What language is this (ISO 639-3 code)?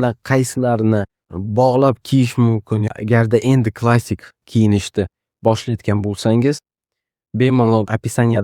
uzb